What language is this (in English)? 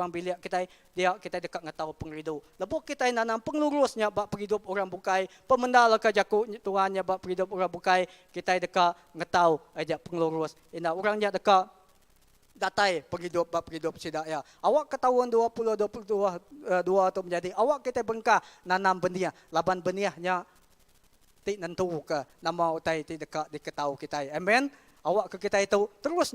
Iban